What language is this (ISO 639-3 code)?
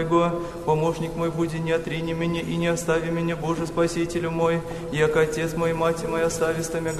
chu